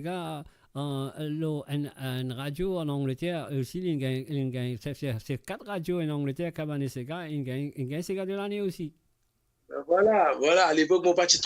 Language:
Morisyen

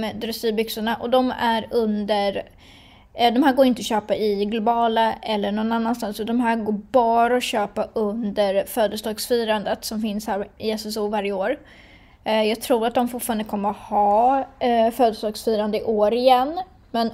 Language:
Swedish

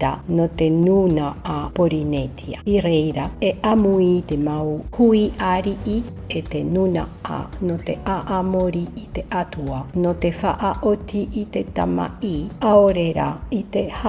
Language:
Tahitian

